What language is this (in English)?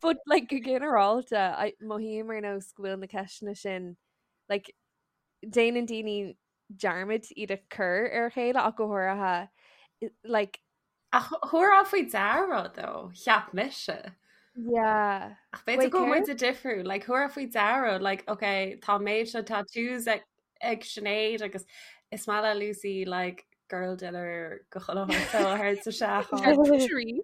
Irish